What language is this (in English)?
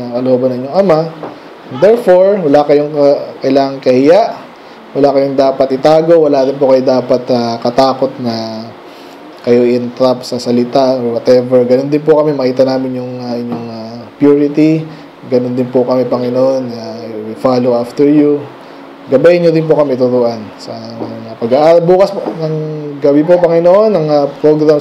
Filipino